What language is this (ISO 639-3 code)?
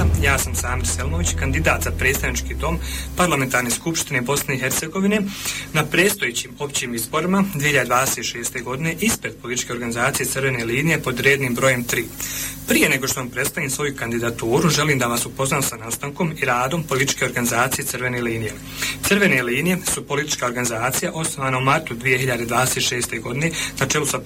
bos